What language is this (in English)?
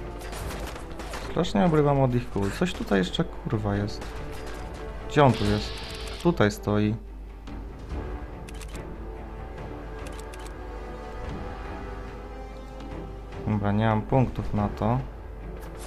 Polish